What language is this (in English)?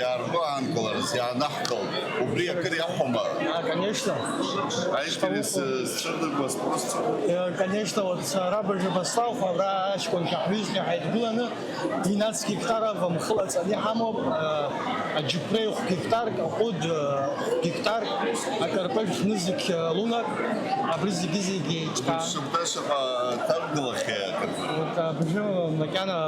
Abkhazian